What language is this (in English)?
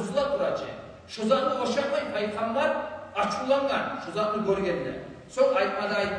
Kumyk